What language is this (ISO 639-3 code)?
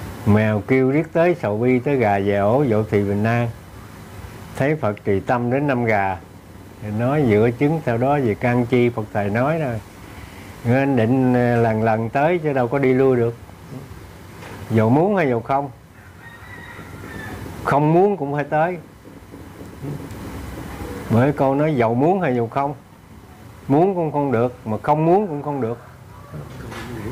vie